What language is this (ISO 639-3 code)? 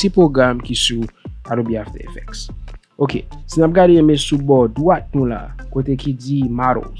hat